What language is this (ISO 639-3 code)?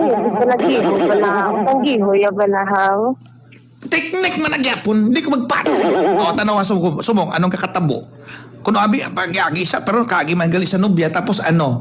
hil